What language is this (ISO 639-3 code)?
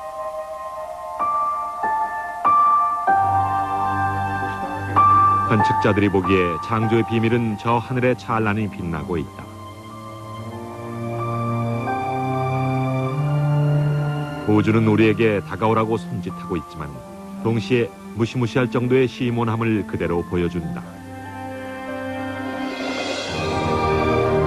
kor